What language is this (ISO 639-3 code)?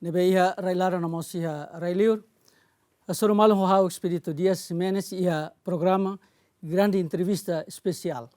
tet